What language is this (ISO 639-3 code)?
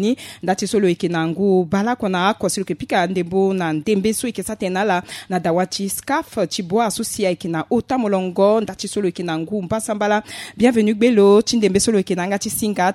sag